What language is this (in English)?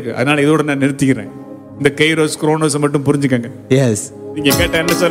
Tamil